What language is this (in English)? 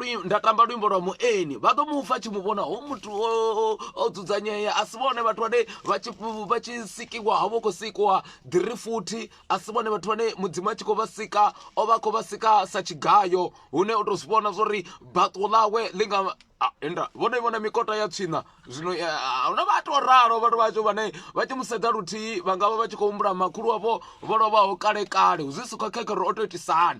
Venda